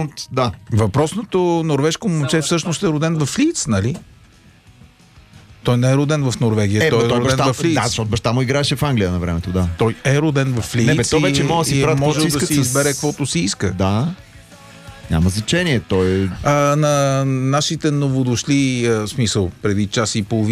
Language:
Bulgarian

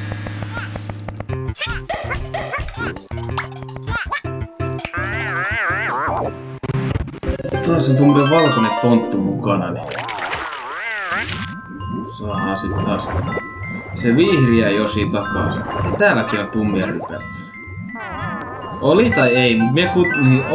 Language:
Finnish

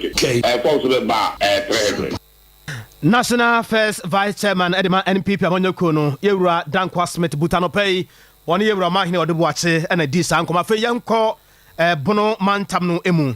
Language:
Akan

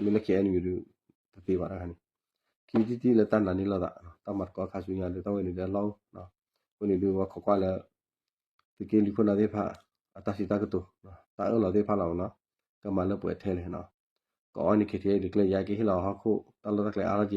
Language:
S'gaw Karen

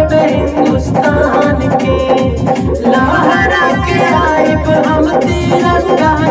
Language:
Bhojpuri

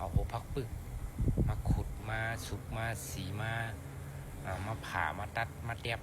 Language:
Shan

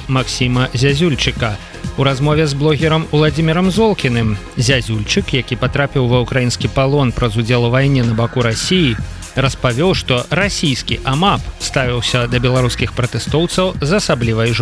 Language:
Belarusian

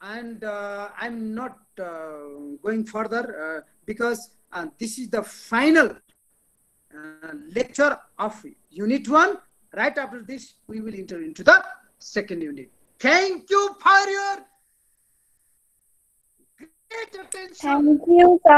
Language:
English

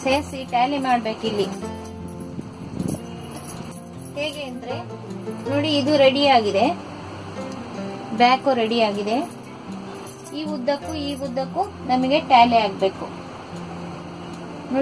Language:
Kannada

